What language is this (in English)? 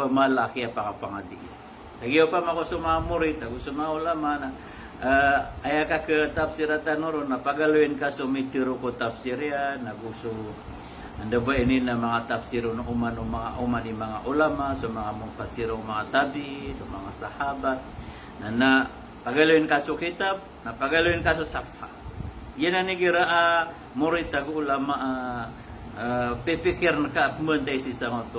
Maranao